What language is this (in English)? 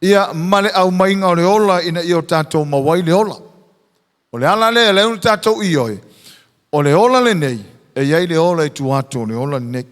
Samoan